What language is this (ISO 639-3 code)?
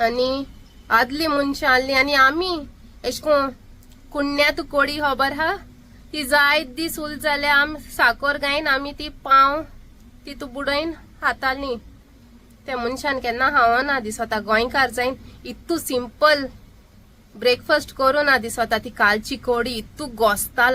kok